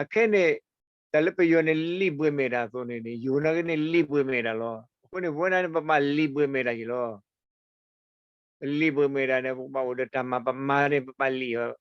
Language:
S'gaw Karen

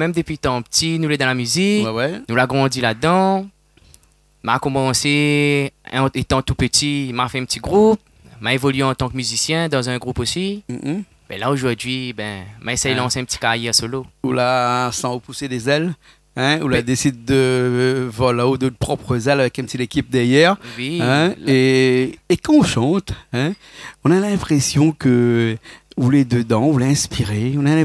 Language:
Réunion Creole French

